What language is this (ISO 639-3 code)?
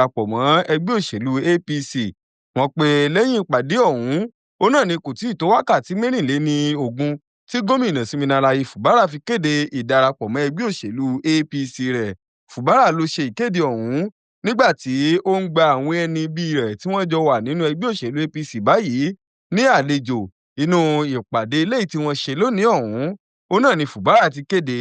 yor